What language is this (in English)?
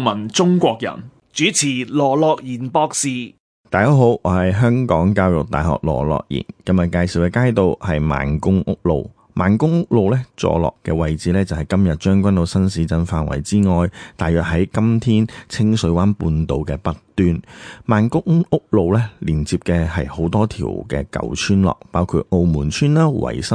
Cantonese